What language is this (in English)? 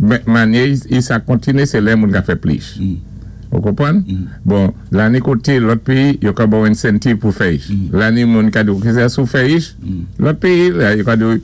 Saint Lucian Creole French